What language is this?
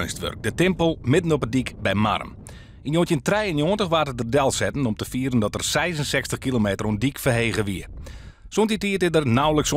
Western Frisian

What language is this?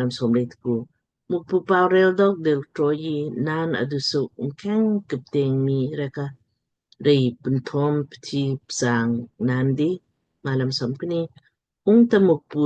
Lamkang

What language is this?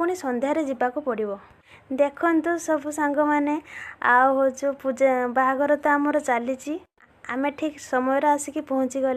Odia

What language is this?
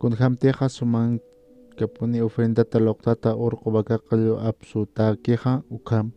Aymara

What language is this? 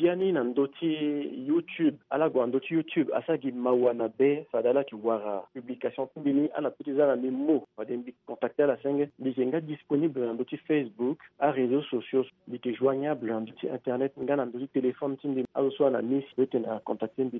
Sango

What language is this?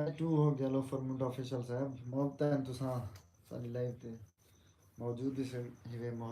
Saraiki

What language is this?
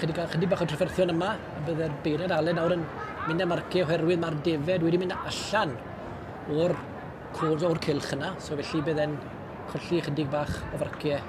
Welsh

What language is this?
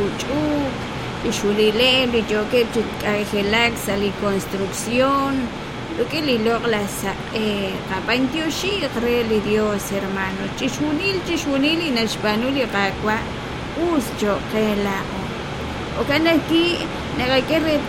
Kekchí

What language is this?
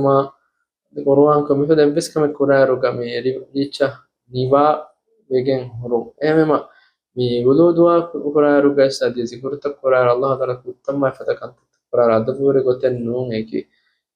Divehi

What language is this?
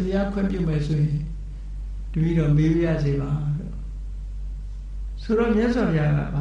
Burmese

